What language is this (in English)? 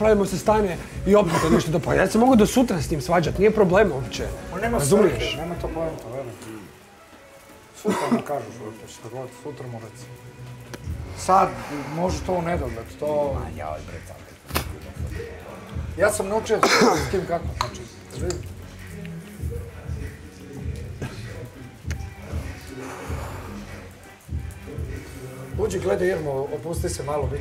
Croatian